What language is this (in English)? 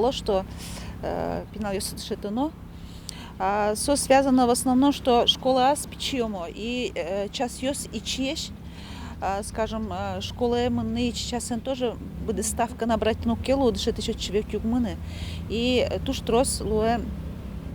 Udmurt